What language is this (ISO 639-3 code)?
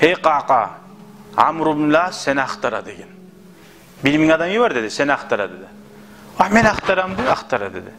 kum